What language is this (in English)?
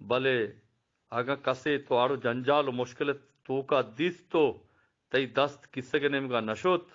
Eastern Balochi